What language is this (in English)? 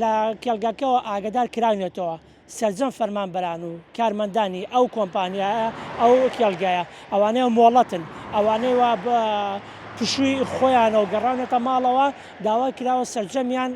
Central Kurdish